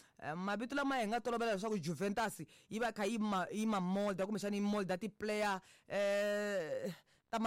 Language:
Tsonga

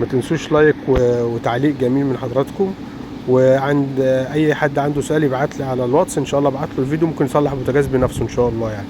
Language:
Egyptian Arabic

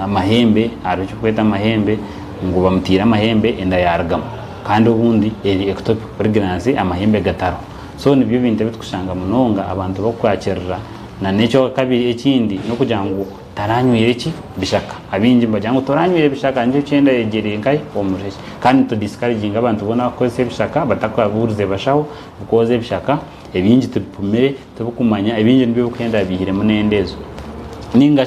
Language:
Nyankole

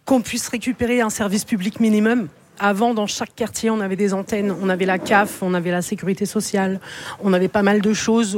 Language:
French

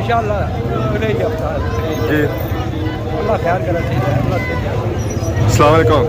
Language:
Pahari-Potwari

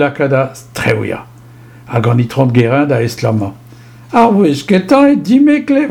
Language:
Breton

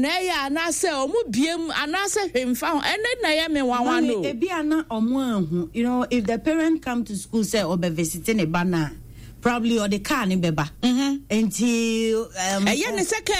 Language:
Akan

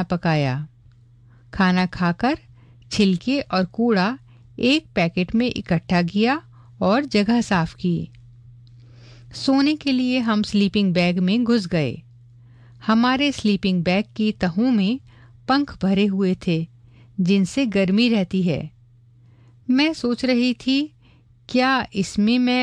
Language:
Hindi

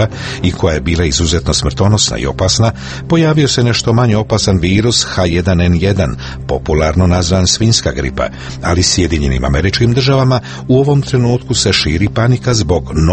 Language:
Croatian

